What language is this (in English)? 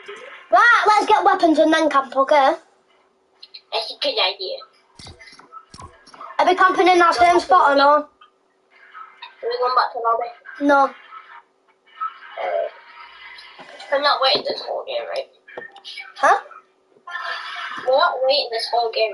English